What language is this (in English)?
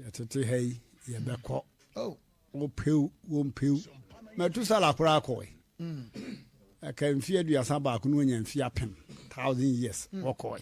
Akan